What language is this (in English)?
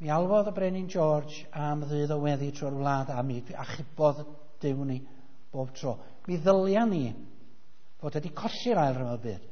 Welsh